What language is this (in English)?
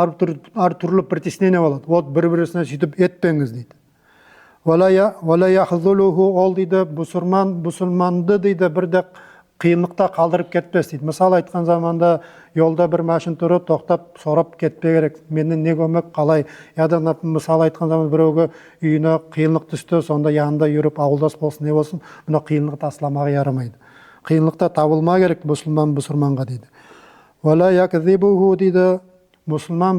Nogai